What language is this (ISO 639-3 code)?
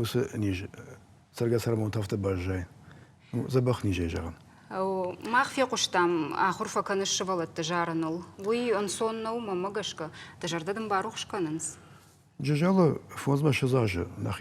oss